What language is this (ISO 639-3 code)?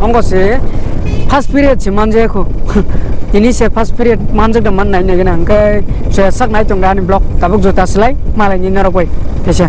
trp